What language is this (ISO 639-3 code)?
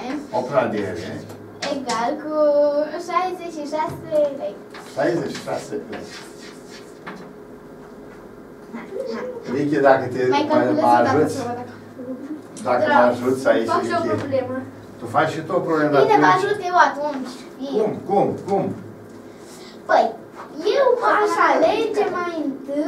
ron